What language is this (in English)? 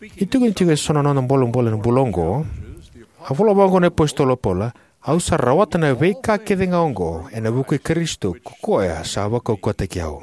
Fijian